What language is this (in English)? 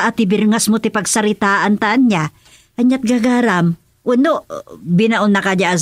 Iloko